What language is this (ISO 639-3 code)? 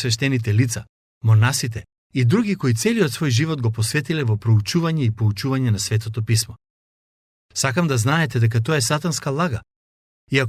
mkd